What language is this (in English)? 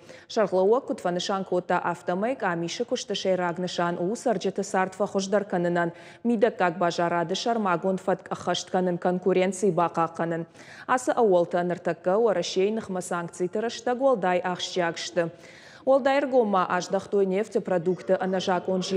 Ossetic